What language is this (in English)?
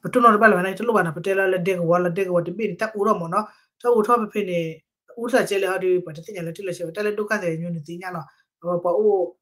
S'gaw Karen